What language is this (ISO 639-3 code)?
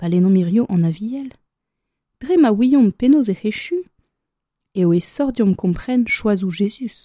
bre